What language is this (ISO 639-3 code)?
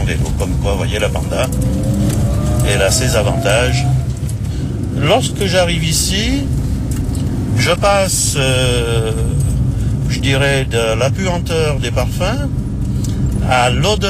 fra